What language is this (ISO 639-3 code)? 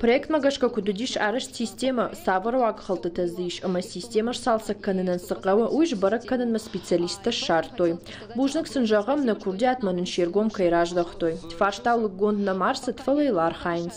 oss